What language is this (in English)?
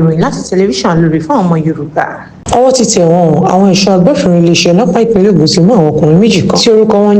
Yoruba